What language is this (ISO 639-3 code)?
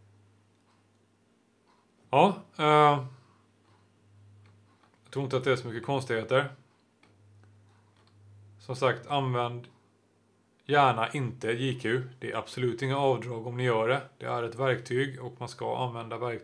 swe